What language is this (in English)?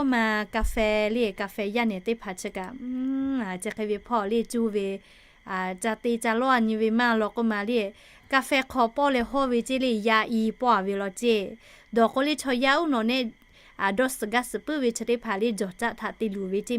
Lahu